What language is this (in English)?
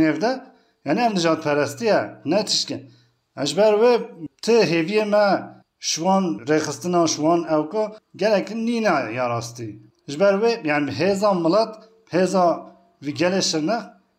Kurdish